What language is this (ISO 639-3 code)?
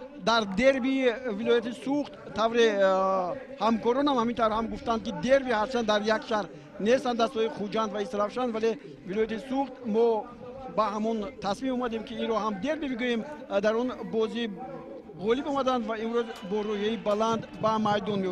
tgk